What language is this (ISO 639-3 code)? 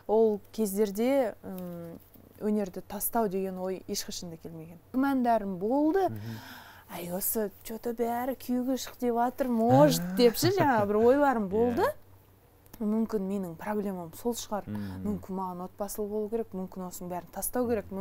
kaz